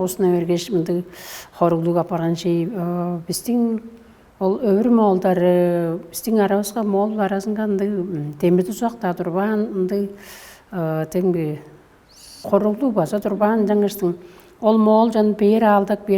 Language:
Tuvinian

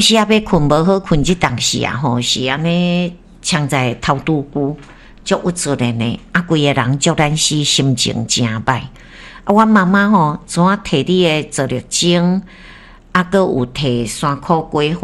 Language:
Min Nan Chinese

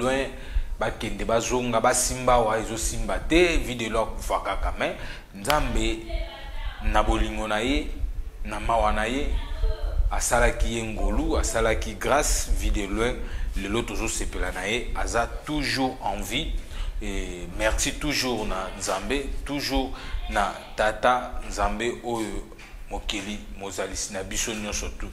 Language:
Lingala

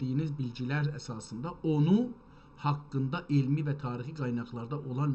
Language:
South Azerbaijani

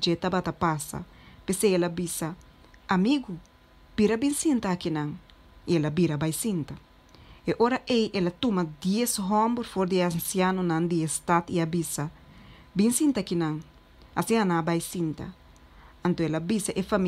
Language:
Papiamento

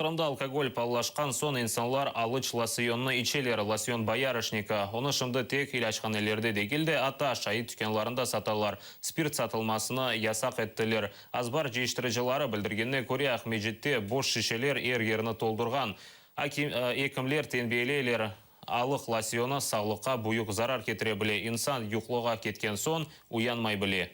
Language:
Crimean Tatar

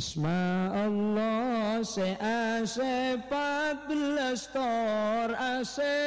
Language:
Madurese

